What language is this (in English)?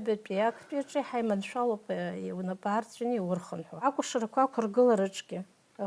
Abkhazian